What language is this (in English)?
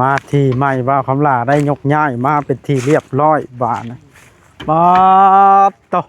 Northeastern Thai